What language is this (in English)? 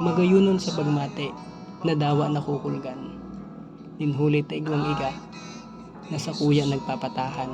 Bikol